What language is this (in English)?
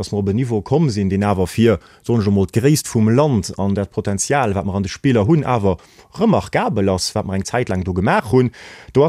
Luxembourgish